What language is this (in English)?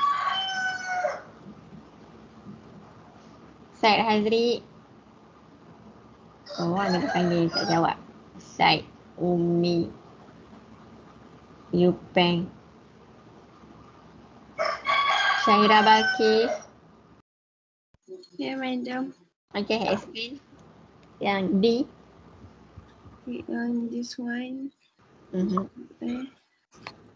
Malay